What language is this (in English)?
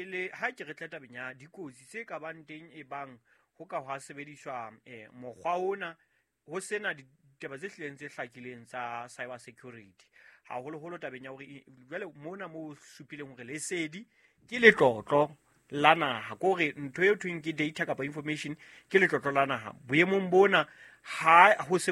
Southern Sotho